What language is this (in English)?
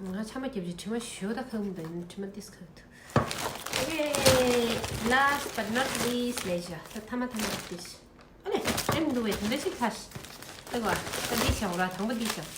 Tibetan